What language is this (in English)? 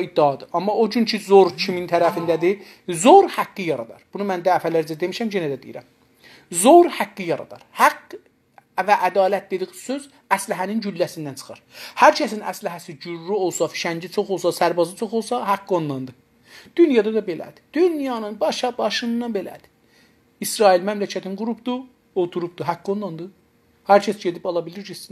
South Azerbaijani